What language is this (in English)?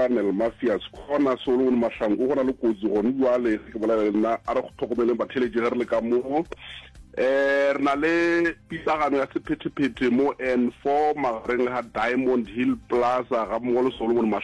Northern Sotho